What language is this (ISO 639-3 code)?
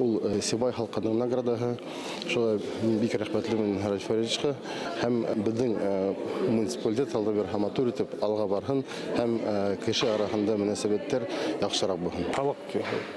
bak